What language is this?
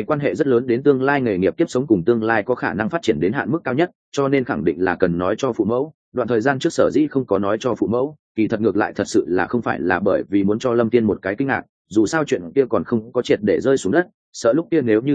Vietnamese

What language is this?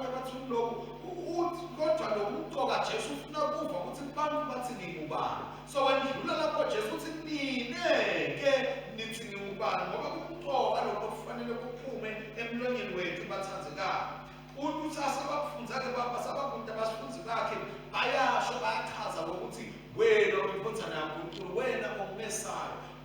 Swati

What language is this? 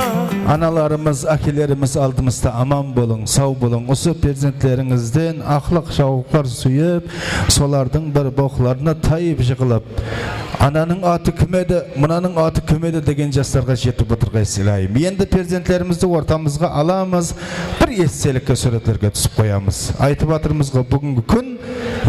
Kara-Kalpak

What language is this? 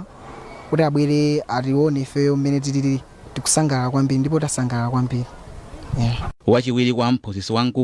Nyanja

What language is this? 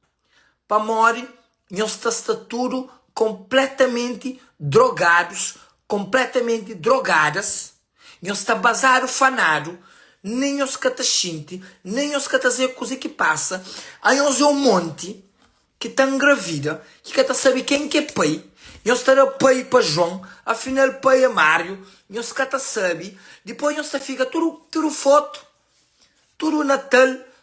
Kabuverdianu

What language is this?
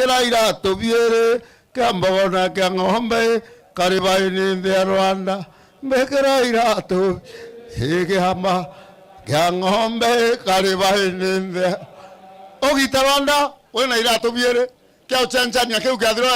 Meru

